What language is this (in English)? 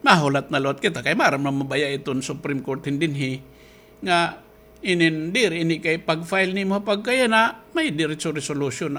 Waray